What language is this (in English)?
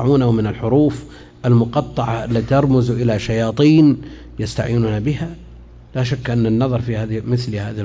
Arabic